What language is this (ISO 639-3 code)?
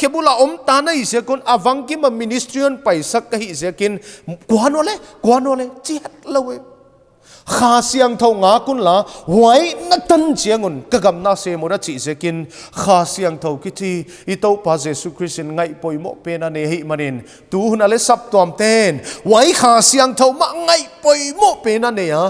pck